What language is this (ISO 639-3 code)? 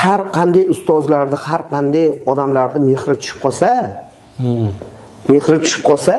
uzb